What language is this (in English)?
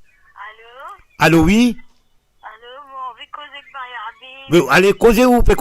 Morisyen